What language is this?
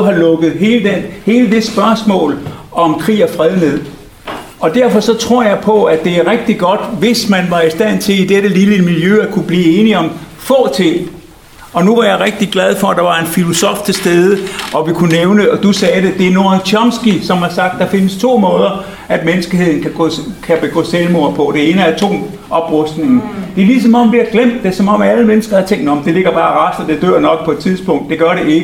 Danish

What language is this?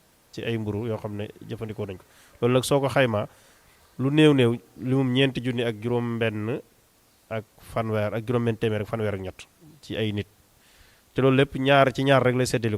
Wolof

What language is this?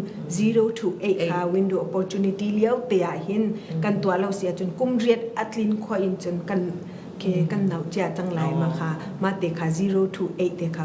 Falam Chin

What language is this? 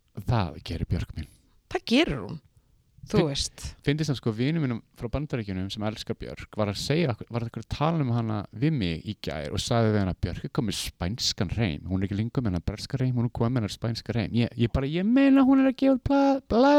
Icelandic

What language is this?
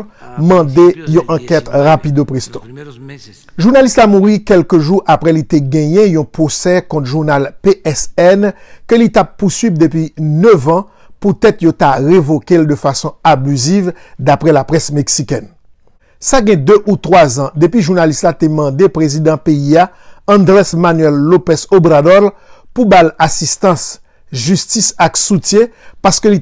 Haitian Creole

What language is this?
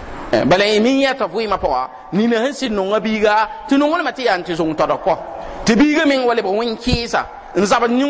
Mossi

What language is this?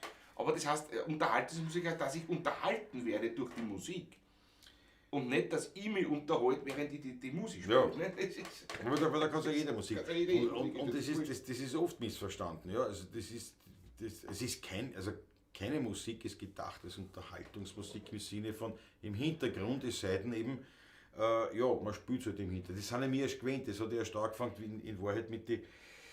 Bavarian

